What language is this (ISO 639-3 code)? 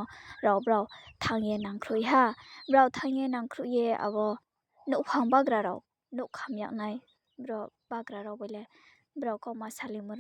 ria